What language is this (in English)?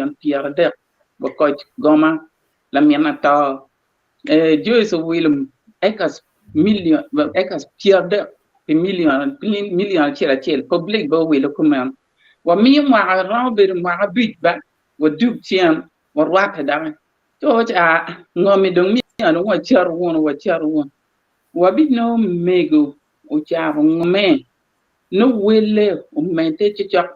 Acoli